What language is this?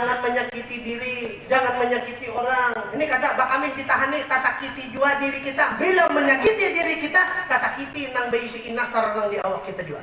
Banjar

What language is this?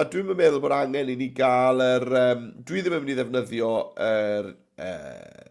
Welsh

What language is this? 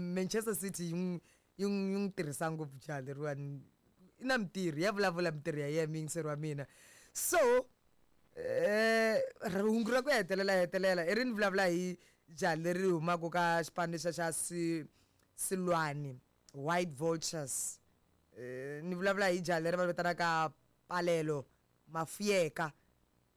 Tsonga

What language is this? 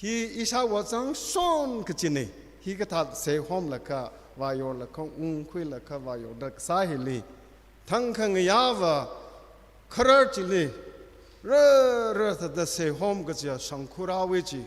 Tangkhul Naga (India)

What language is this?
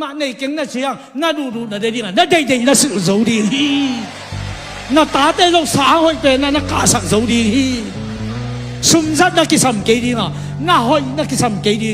Tedim Chin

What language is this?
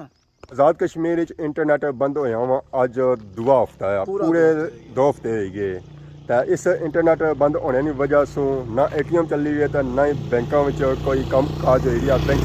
Pahari-Potwari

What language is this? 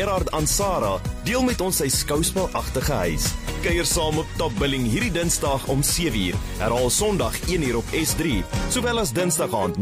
Afrikaans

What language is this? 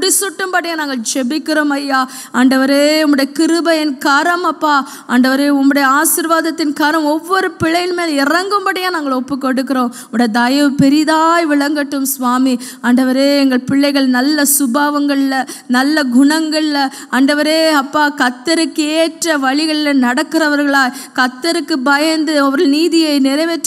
Tamil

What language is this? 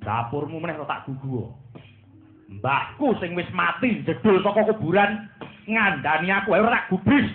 Javanese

